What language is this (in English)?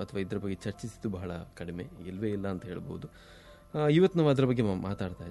Kannada